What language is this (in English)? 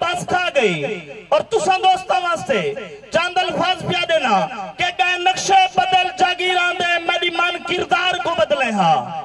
Saraiki